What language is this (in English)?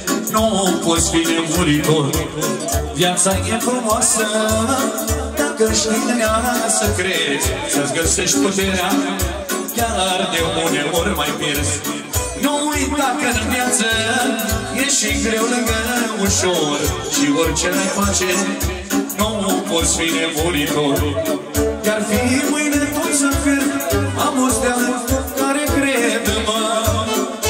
Romanian